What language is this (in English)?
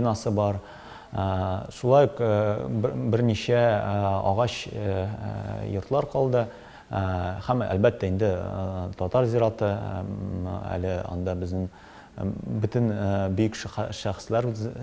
Tatar